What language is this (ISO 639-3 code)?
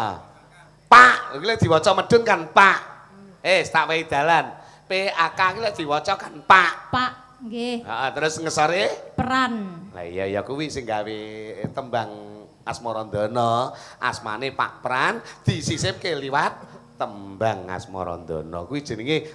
jav